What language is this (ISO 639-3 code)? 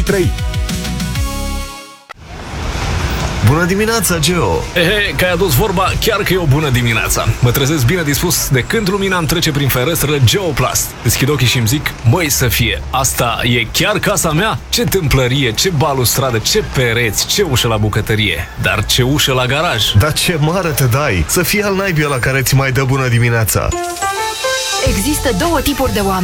ron